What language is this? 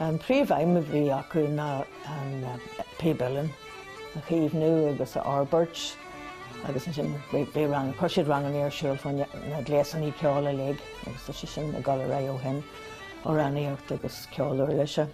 Irish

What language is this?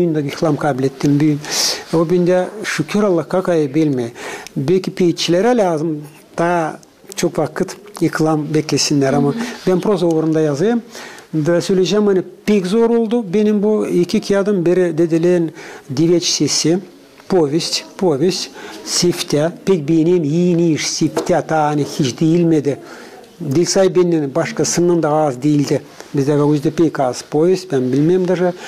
Gagauz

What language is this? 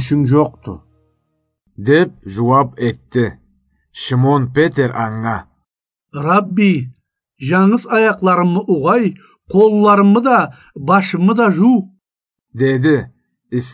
Karachay-Balkar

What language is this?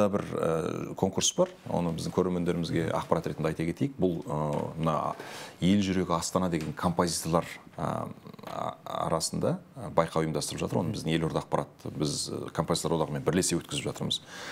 Kazakh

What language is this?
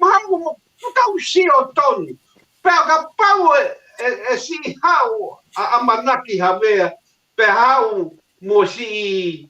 Tongan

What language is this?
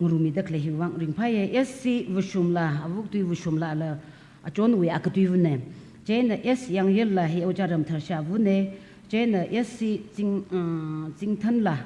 Tangkhul Naga (India)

